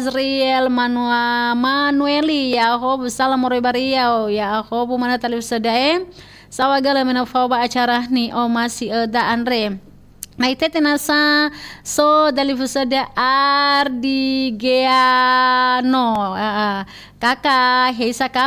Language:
Nias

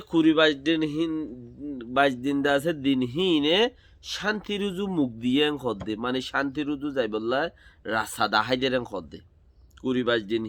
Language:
Rohingya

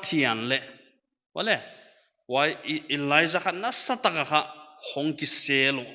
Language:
Paite Chin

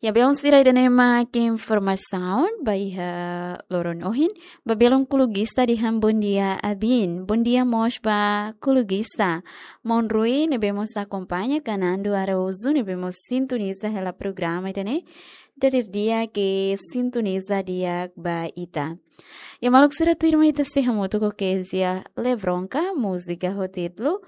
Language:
Tetum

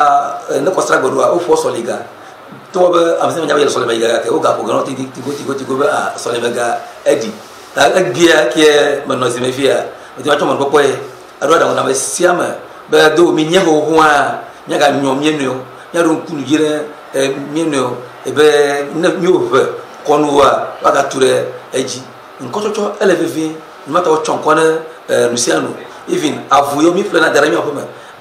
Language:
Ewe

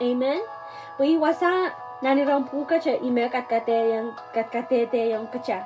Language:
Pohnpeian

